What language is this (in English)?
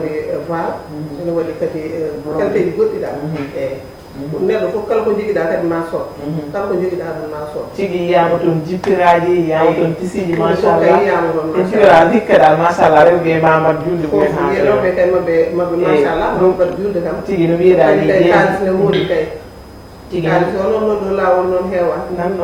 Fula